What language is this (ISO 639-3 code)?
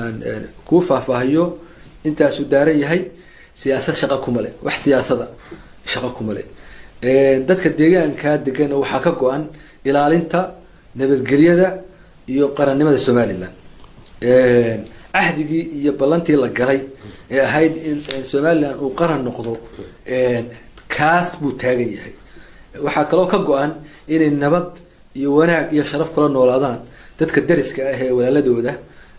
som